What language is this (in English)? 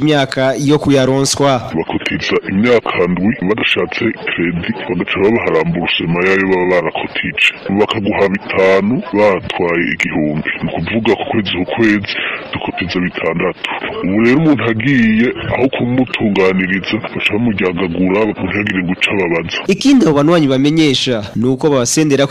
Rundi